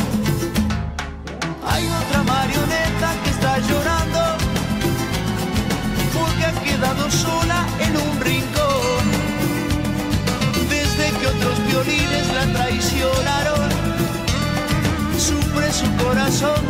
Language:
Spanish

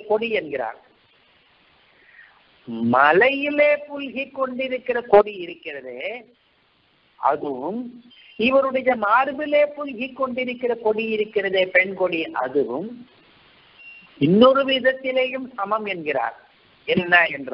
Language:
Tamil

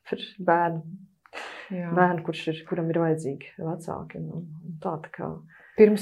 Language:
Latvian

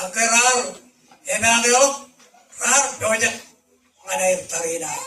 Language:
Marshallese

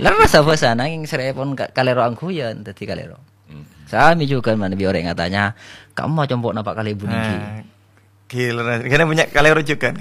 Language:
Madurese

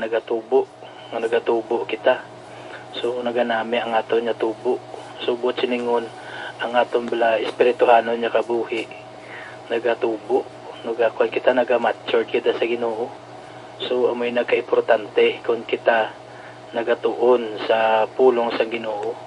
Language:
Hiligaynon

